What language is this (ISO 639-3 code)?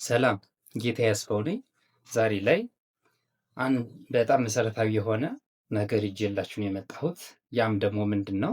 amh